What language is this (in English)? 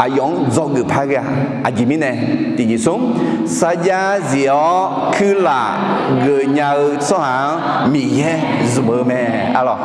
Akha